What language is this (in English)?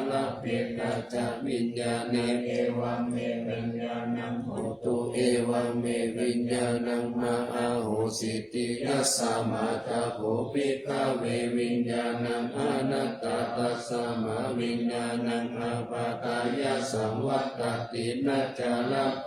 Pali